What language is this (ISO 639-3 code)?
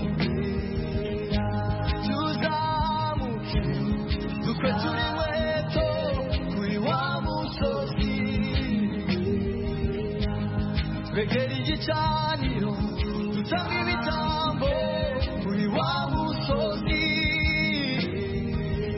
kin